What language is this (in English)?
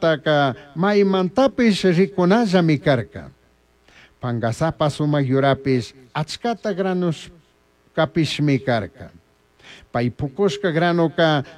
Chimborazo Highland Quichua